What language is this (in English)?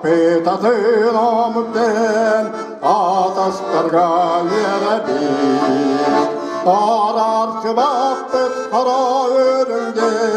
Yakut